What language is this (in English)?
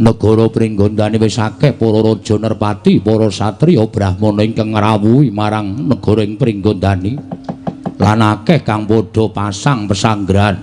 Javanese